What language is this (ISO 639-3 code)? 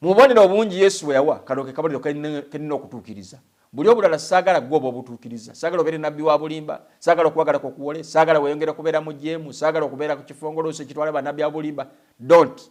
lug